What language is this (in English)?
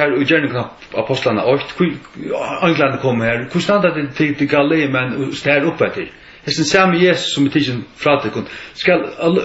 Faroese